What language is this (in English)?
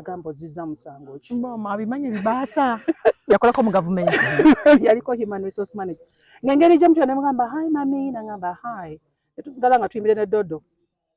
Ganda